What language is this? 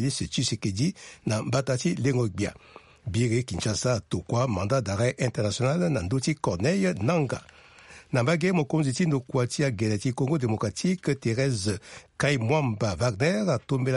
Sango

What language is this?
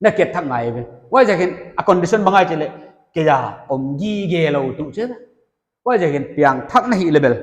Paite Chin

